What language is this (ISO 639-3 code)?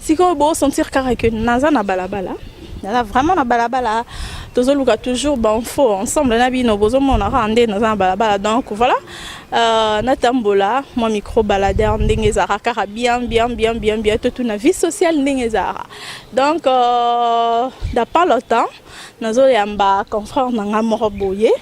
lin